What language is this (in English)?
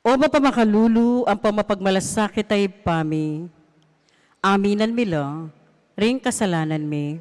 Pampanga